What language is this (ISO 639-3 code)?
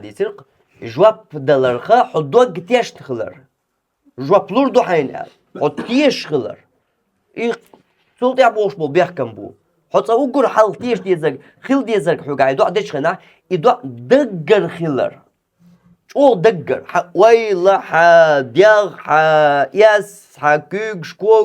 che